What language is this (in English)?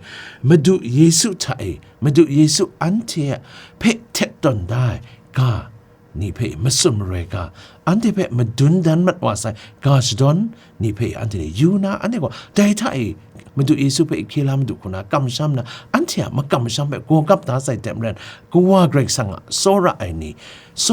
Kachin